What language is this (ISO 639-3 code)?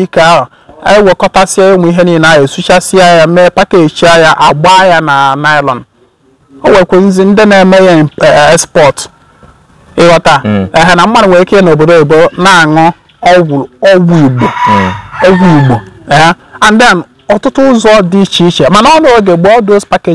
ibo